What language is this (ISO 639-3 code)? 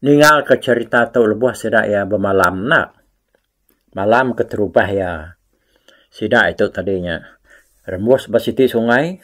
iba